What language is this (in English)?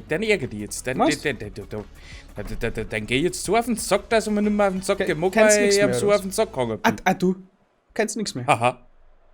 Bavarian